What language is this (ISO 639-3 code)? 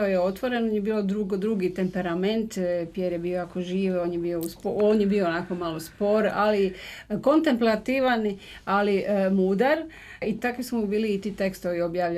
hrv